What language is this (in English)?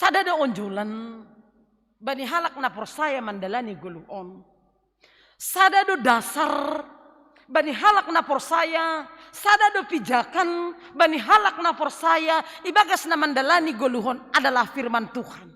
Batak Simalungun